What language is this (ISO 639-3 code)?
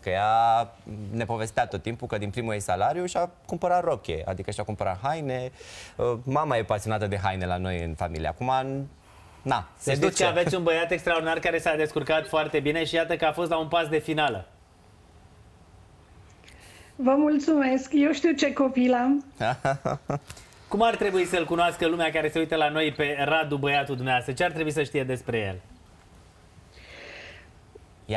ron